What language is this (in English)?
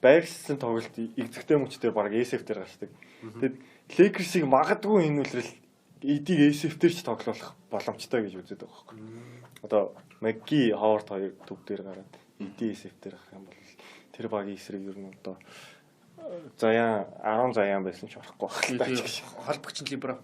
Mongolian